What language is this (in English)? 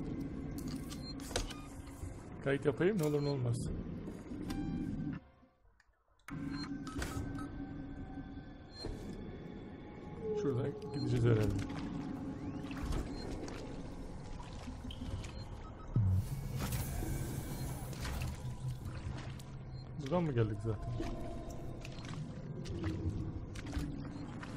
Turkish